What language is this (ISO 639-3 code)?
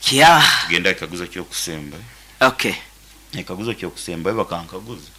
nyn